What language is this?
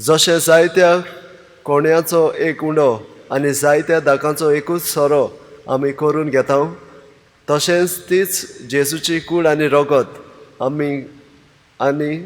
Konkani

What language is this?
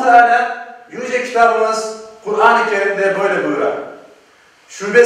Crimean Tatar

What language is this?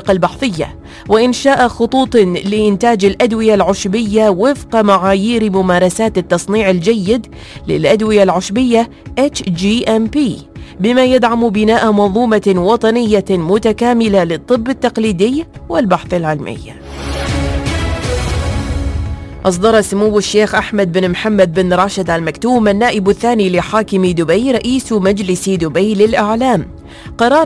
Arabic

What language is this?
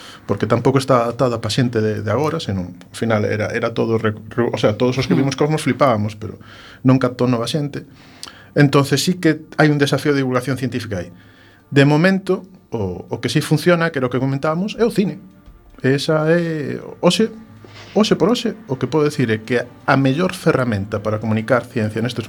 Galician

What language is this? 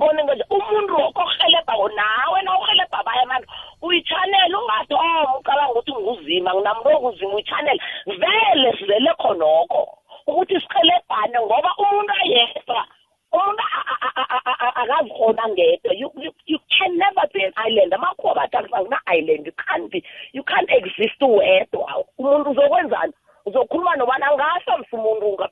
South Ndebele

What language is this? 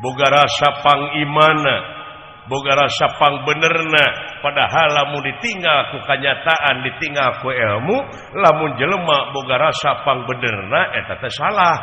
Sundanese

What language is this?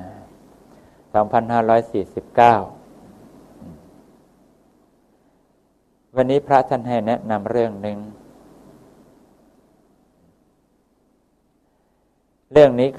Thai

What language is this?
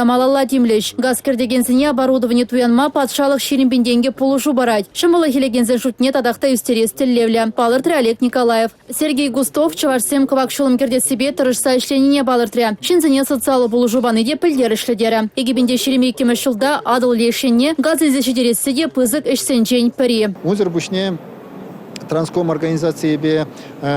Chuvash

